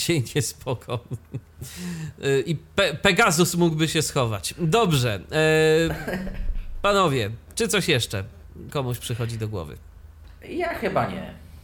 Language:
Polish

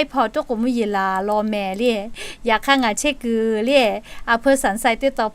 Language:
Lahu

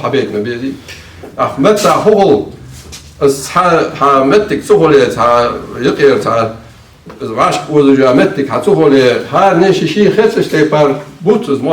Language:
Ingush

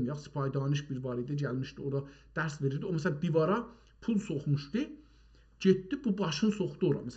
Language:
South Azerbaijani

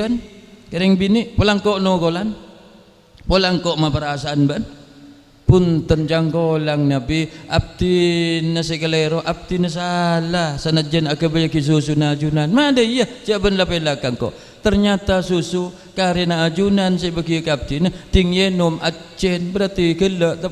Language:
Madurese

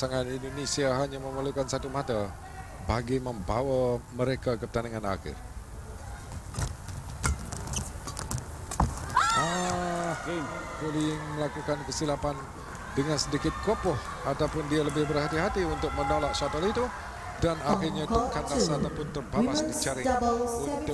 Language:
Malay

